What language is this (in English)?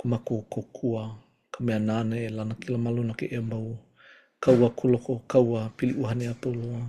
Hawaiian